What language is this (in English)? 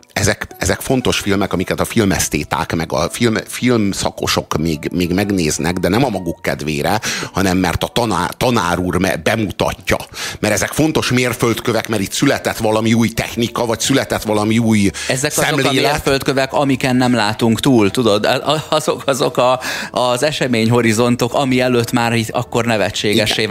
Hungarian